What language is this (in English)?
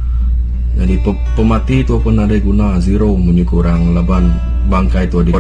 Iban